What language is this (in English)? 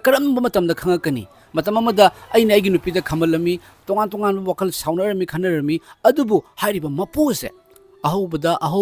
Manipuri